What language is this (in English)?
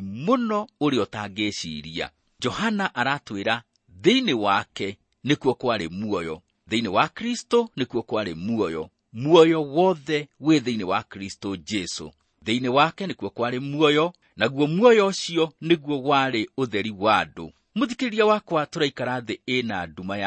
Kikuyu